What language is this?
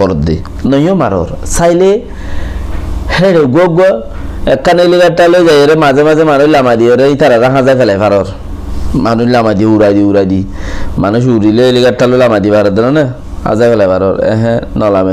Rohingya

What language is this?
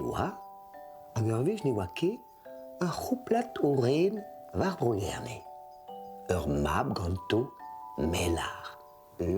Breton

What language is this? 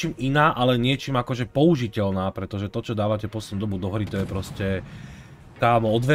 Slovak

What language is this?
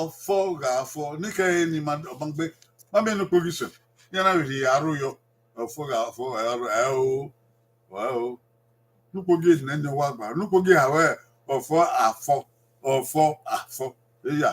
Bini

